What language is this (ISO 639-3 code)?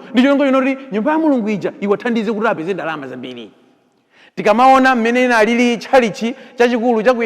nya